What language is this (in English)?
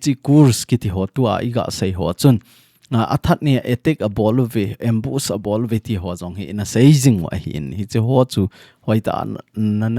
Thado Chin